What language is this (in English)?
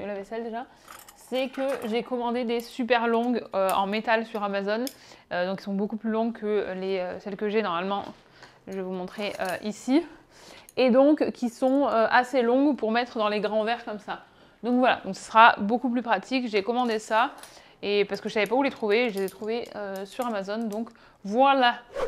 French